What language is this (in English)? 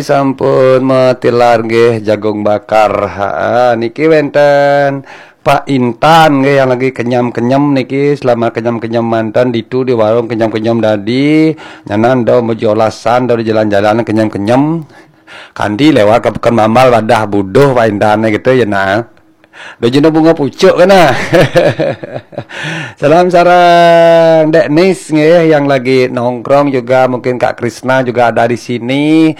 Balinese